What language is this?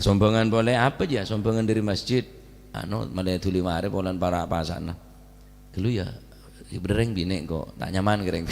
Madurese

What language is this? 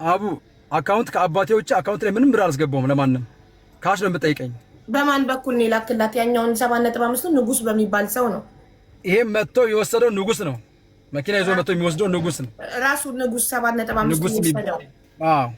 Amharic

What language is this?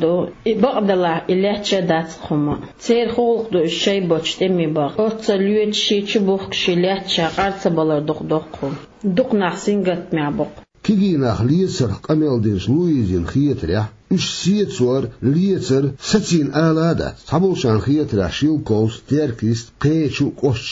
Chechen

